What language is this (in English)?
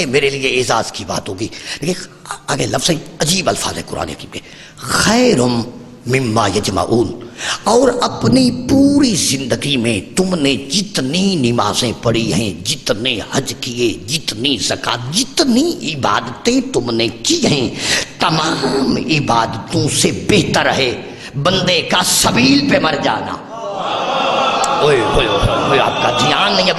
Urdu